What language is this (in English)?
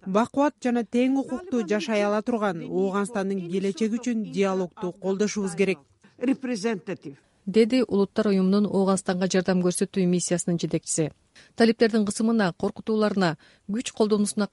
Kyrgyz